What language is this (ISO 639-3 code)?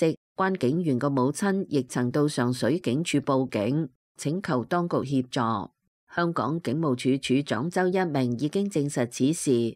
yue